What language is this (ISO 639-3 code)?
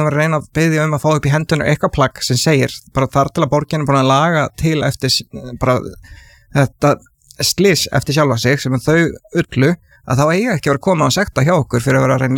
isl